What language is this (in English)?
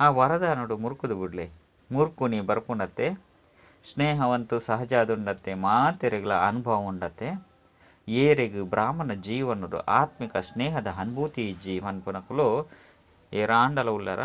Tulu